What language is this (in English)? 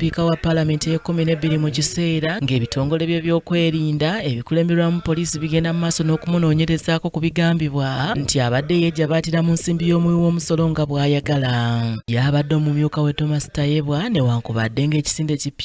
Ganda